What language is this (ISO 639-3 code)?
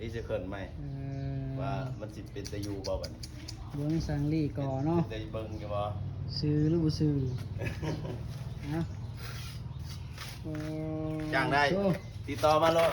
lao